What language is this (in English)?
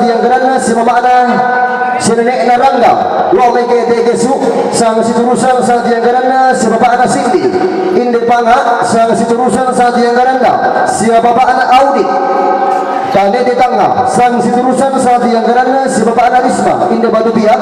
Toraja-Sa'dan